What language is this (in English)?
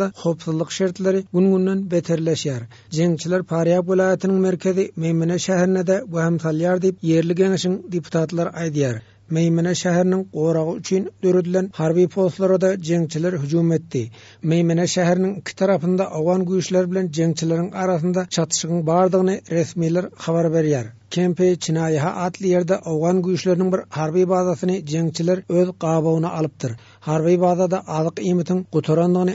Turkmen